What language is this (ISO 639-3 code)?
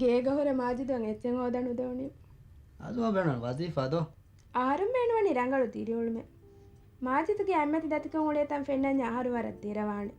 div